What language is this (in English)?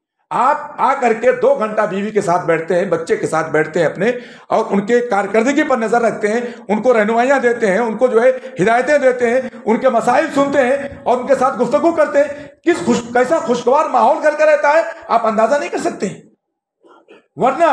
Urdu